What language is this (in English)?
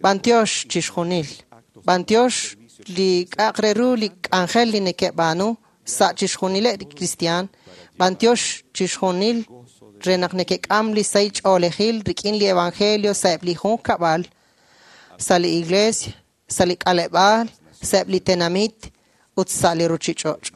Kekchí